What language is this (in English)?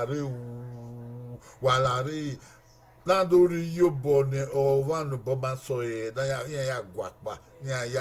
Bini